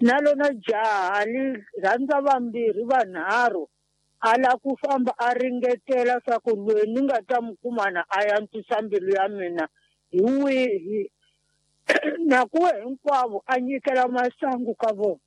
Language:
Tsonga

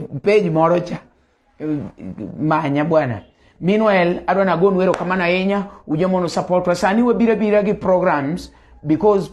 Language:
Luo (Kenya and Tanzania)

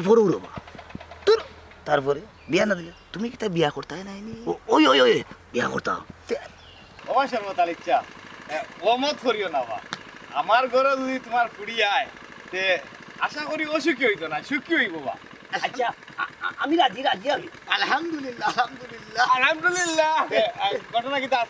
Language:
Sylheti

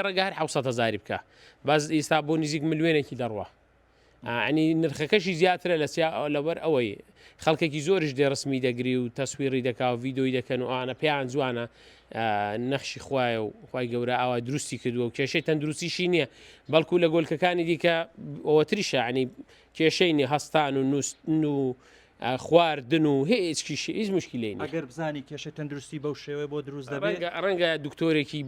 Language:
Central Kurdish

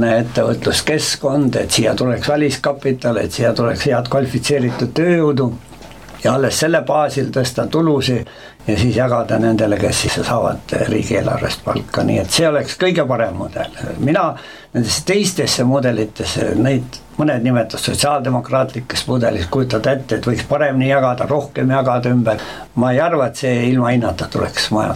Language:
Estonian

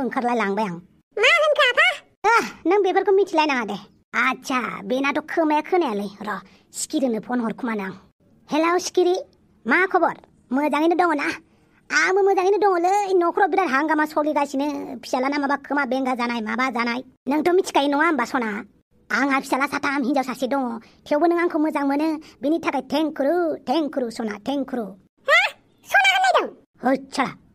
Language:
Bodo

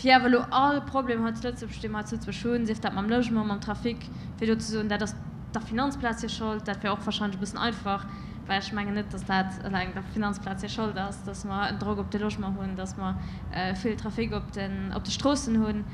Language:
Luxembourgish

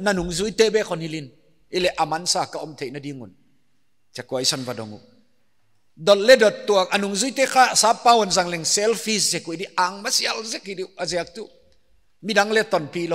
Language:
Paite Chin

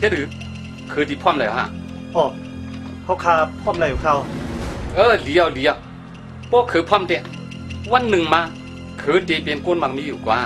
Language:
Shan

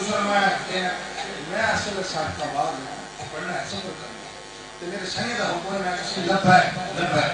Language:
Saraiki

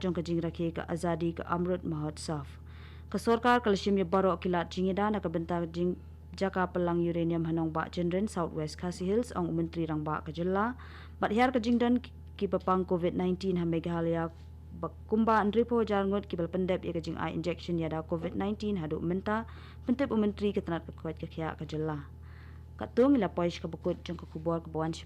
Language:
Khasi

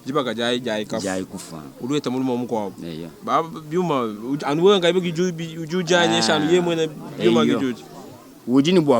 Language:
Luba-Lulua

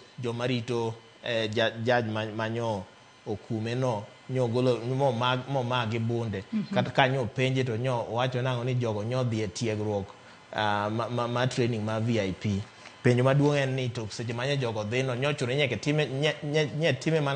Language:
Luo (Kenya and Tanzania)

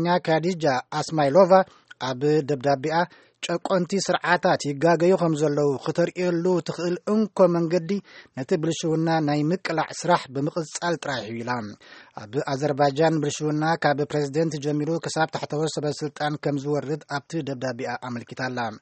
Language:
Tigrinya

